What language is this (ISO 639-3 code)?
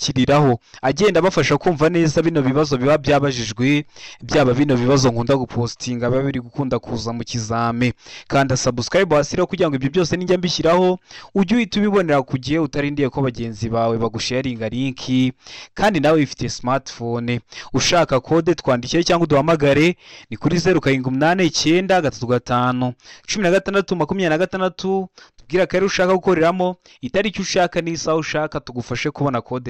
kin